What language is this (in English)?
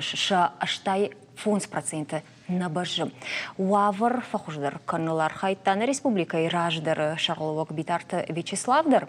Ossetic